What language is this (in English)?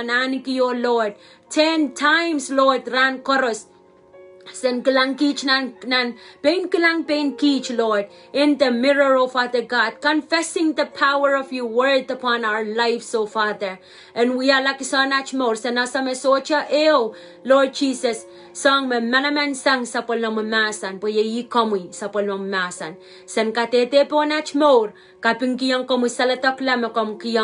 Pohnpeian